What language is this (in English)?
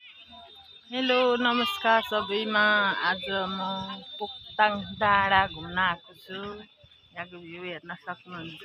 Nepali